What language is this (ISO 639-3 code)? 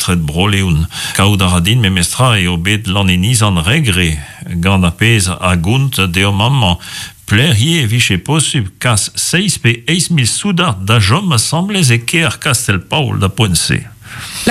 bre